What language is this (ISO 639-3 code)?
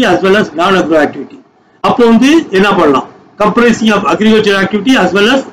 tam